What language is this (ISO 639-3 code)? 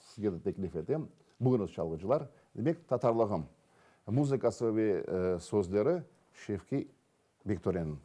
crh